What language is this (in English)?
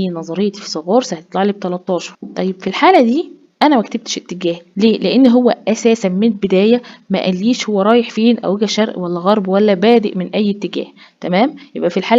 Egyptian Arabic